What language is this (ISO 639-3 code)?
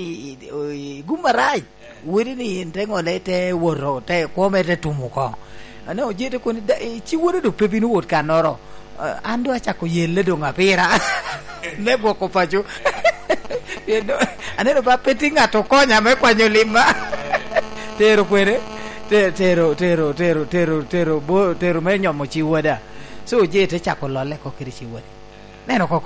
laj